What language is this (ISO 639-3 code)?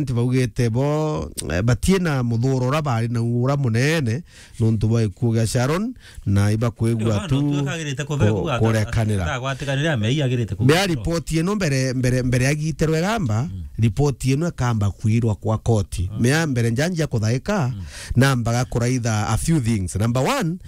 mer